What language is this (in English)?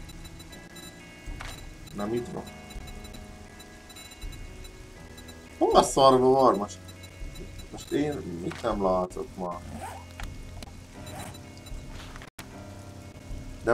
Hungarian